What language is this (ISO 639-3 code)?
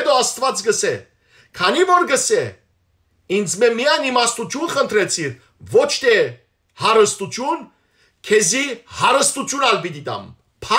hyw